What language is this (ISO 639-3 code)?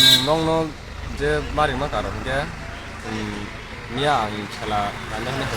trp